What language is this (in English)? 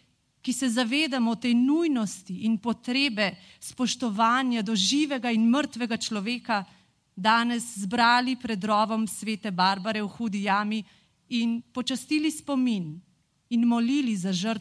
Slovenian